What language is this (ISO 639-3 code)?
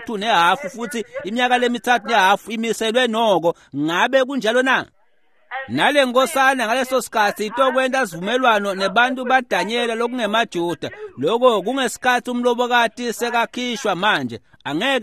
ssw